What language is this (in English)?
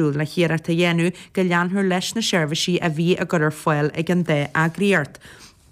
Irish